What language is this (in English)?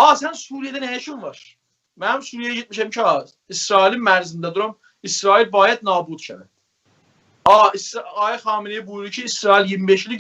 South Azerbaijani